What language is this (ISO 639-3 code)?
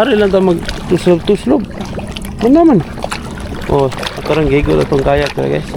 ceb